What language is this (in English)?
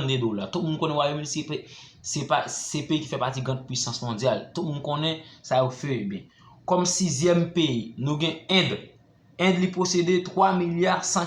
Haitian Creole